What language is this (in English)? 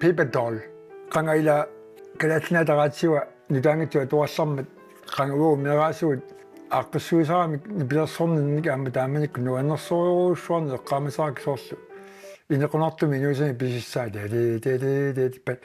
Kalaallisut